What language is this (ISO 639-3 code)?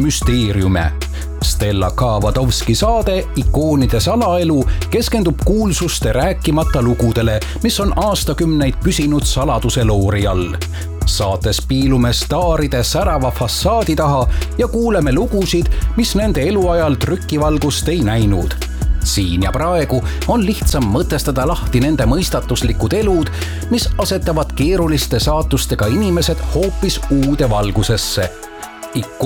est